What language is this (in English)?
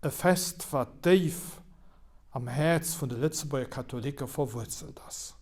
Luxembourgish